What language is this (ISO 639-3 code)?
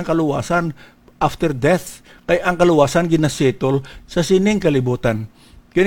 hil